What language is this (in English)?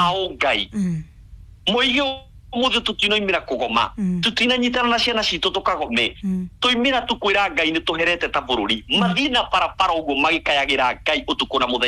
Kikuyu